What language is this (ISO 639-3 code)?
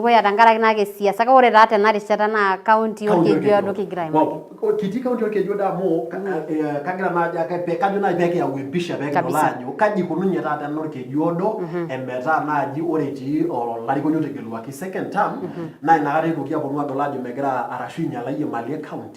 mas